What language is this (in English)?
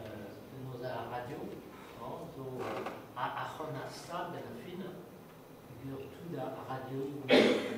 Breton